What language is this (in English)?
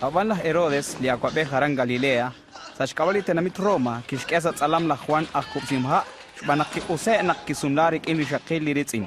Kekchí